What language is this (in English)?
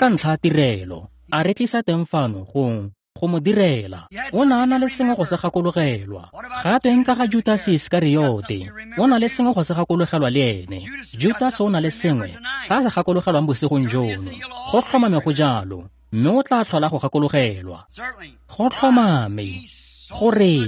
Tswana